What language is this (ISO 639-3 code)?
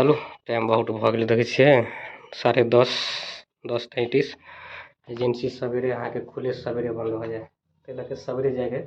mai